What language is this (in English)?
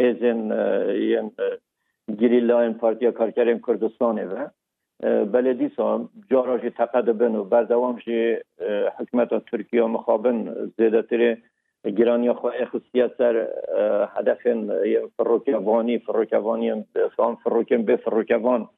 Kurdish